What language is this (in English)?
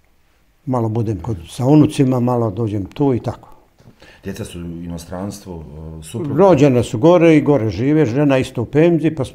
Bosnian